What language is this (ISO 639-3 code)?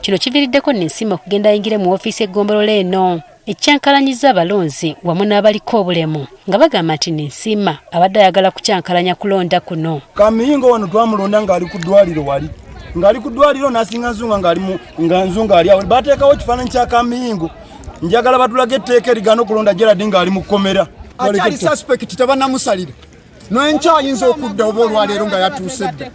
lug